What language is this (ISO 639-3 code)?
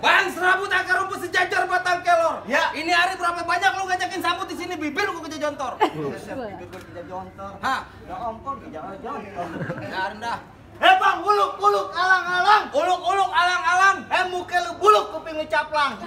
bew